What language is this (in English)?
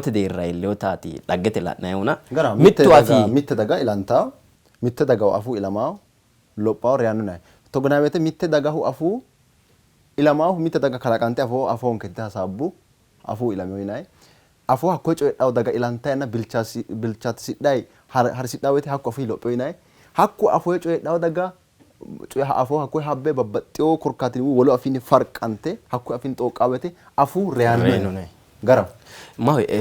Sidamo